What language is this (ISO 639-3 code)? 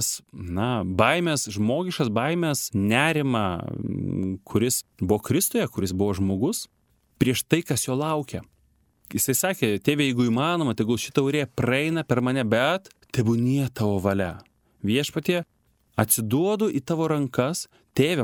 lit